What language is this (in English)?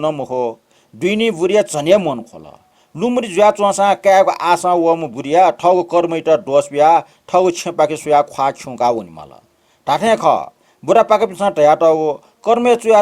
Newari